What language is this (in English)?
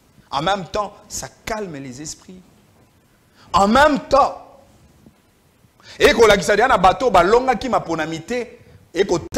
French